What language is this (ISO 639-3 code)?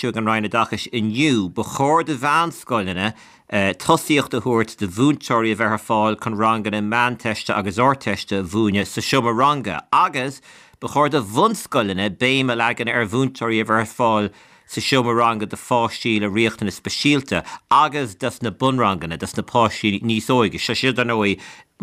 gle